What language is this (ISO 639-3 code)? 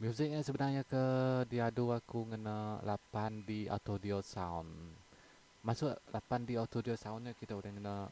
iba